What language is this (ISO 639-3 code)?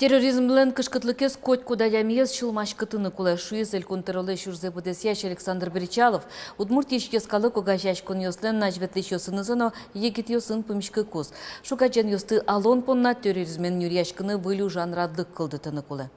udm